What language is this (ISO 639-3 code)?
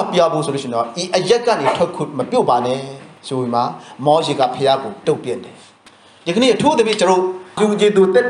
mya